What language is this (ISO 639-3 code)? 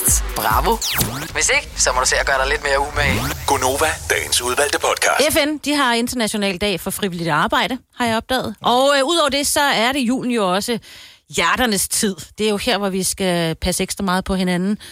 dan